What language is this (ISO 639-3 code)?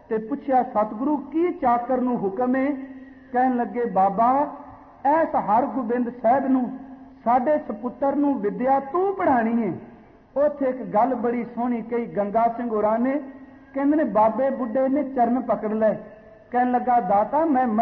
pan